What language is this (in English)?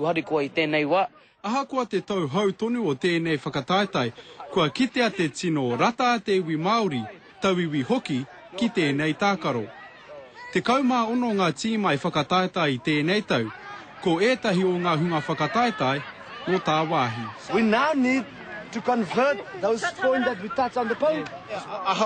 Māori